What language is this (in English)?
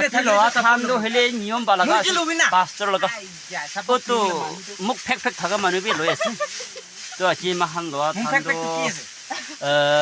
Naga Pidgin